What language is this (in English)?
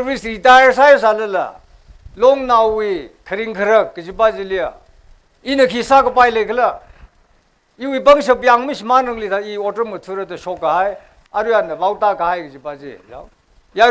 Tangkhul Naga (India)